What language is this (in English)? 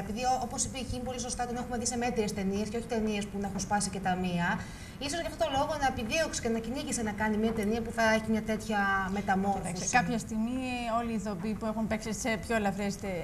Greek